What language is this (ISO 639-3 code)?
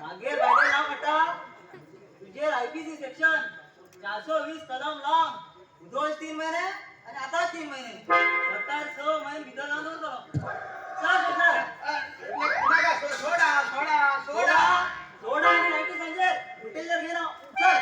kok